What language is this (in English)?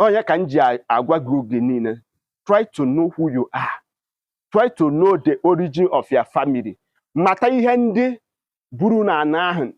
Igbo